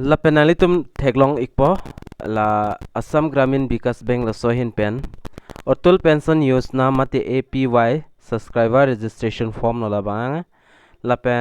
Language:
Karbi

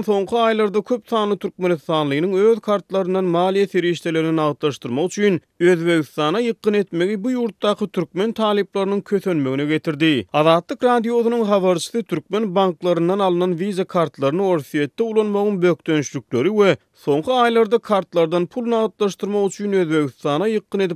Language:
Turkmen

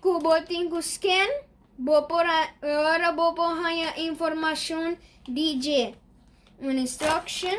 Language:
Papiamento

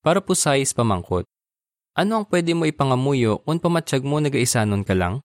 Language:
Hiligaynon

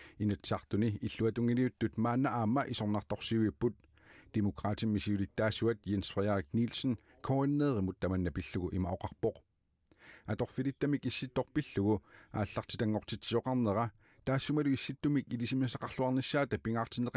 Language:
Kalaallisut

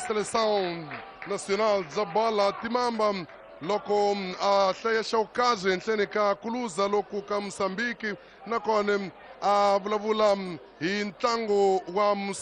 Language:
Tsonga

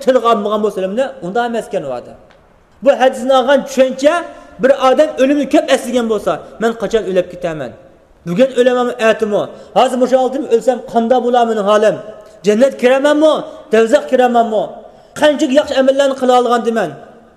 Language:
Uyghur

